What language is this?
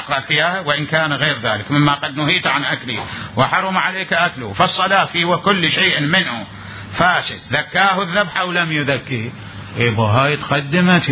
Mesopotamian Arabic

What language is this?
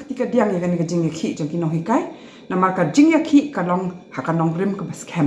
Khasi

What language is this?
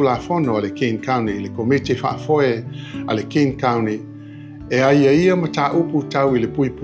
Samoan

